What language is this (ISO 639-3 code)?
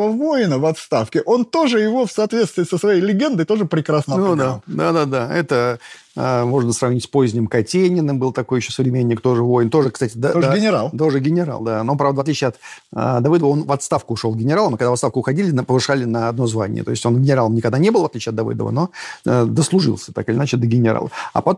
rus